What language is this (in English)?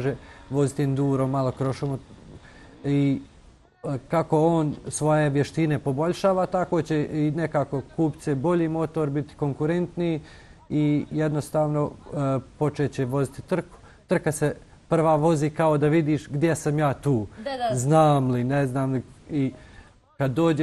Bosnian